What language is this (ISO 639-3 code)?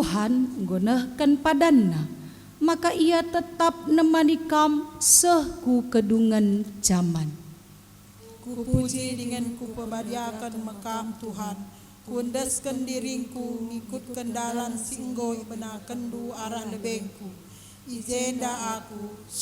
btx